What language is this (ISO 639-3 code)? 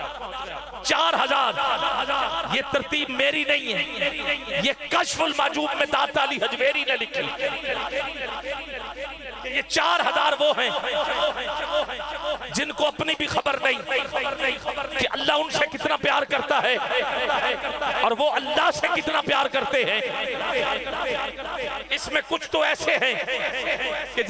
urd